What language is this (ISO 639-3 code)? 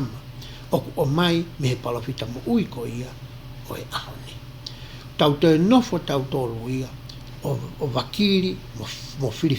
ton